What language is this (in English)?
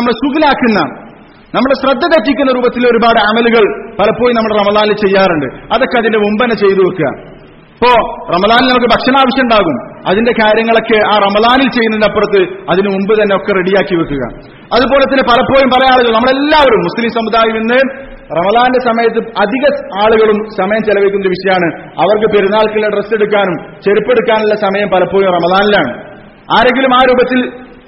Malayalam